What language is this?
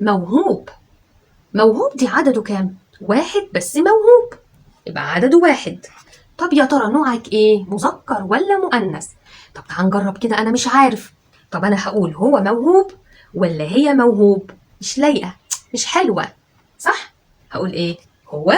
Egyptian Arabic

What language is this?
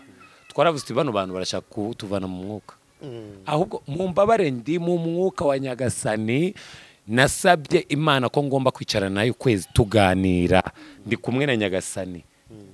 Kinyarwanda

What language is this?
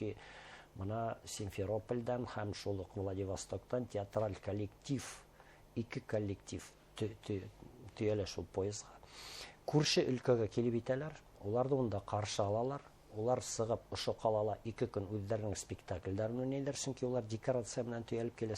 Bashkir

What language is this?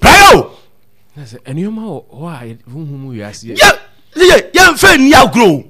Akan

